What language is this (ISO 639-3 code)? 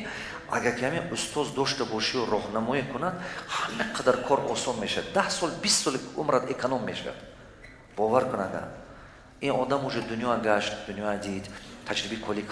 tgk